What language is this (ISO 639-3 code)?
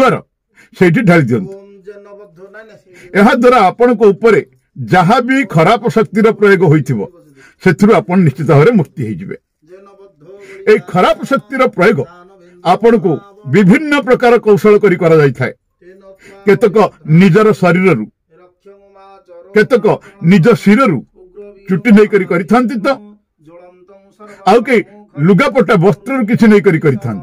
ori